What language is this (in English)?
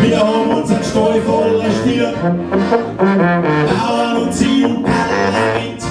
Bavarian